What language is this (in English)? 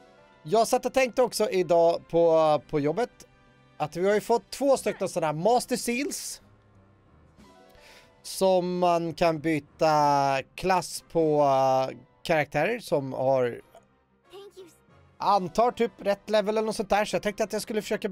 Swedish